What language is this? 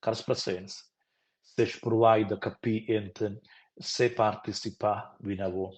Romansh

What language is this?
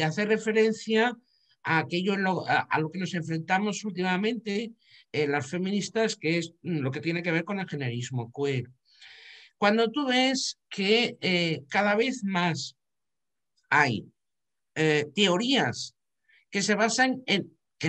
Spanish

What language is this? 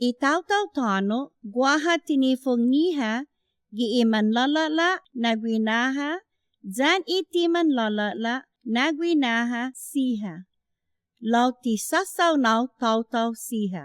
Chamorro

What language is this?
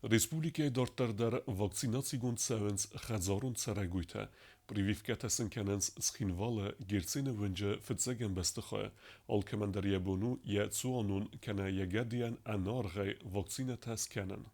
Ossetic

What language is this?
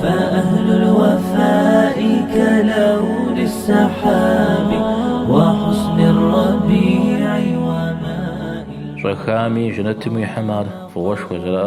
Kabardian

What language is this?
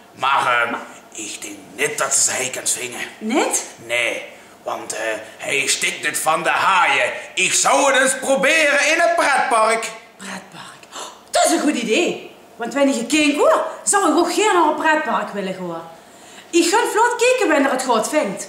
Limburgish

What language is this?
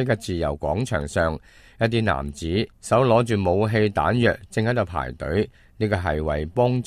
Cantonese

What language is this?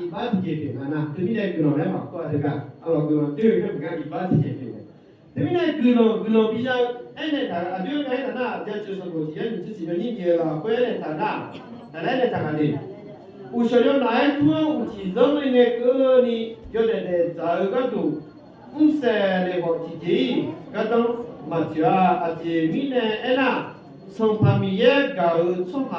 Akha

